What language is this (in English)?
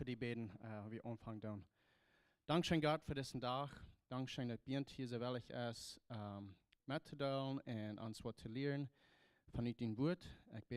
Plautdietsch